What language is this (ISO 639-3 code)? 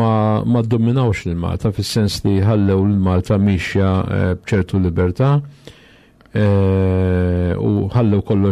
mlt